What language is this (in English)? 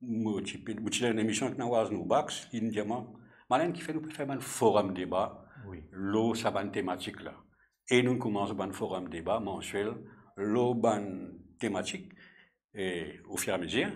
Morisyen